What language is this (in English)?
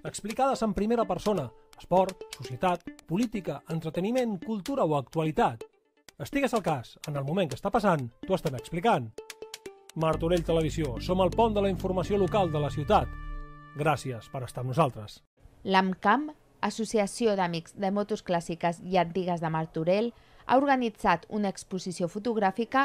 Catalan